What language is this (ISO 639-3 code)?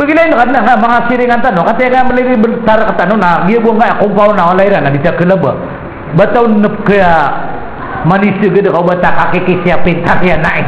mrw